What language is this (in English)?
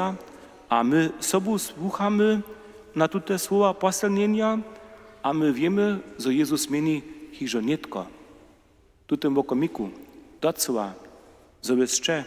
Upper Sorbian